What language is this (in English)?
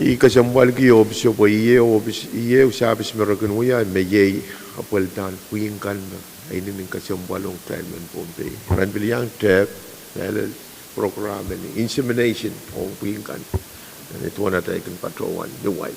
Pohnpeian